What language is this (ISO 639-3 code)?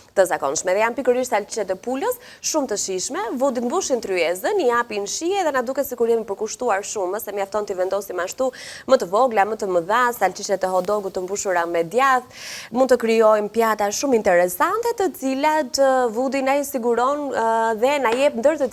sqi